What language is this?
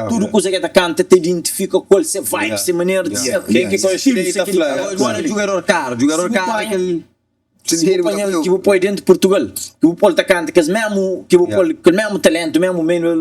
Kabuverdianu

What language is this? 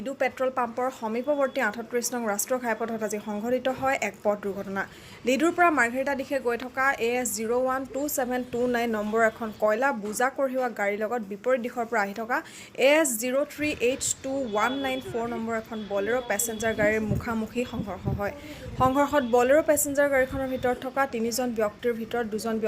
Assamese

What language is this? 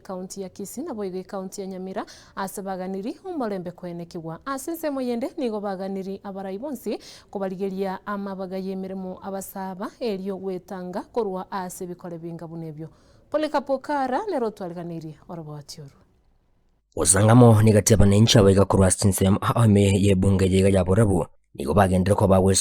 Gusii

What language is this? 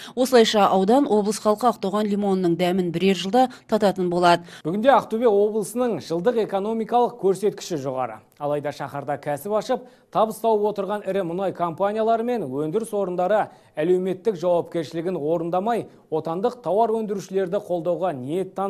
Kazakh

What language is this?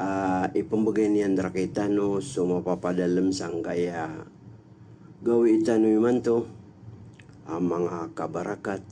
Maranao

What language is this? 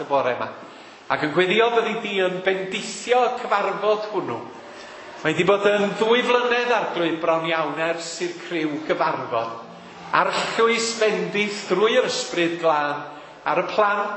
Welsh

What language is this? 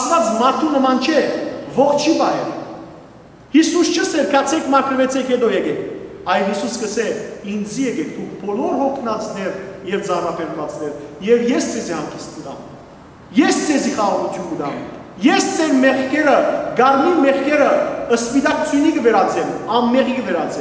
Western Armenian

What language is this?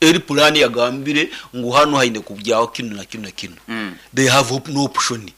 Nyankole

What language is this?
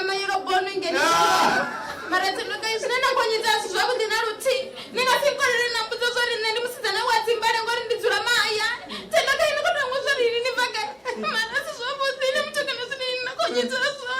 Venda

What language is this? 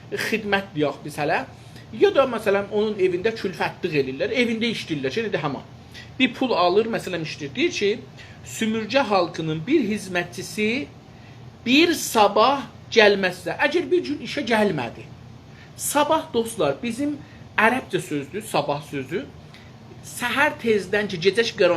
South Azerbaijani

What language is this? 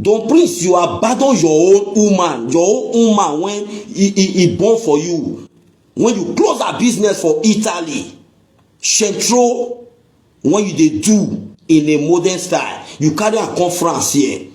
Nigerian Pidgin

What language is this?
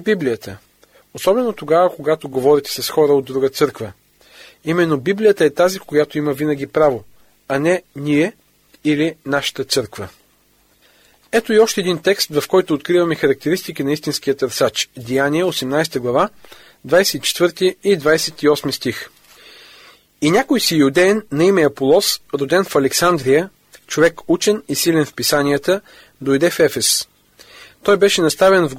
Bulgarian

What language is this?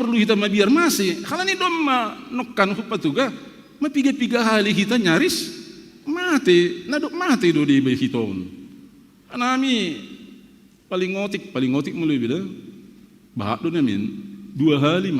Batak Simalungun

